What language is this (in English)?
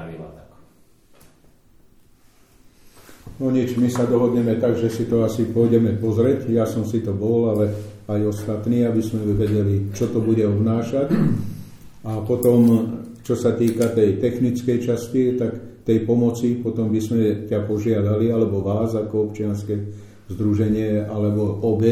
Slovak